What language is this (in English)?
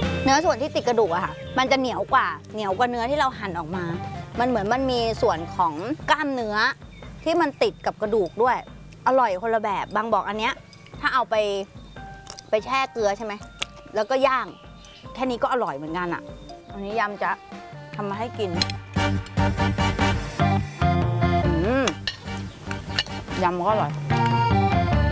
Thai